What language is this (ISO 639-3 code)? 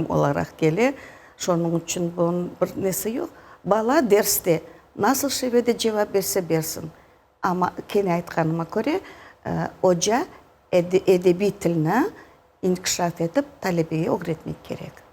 crh